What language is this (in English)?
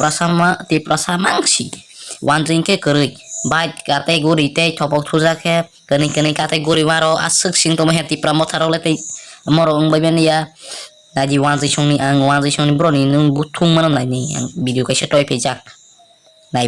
Kok Borok